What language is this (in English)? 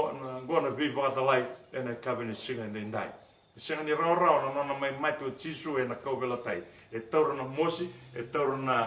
Fijian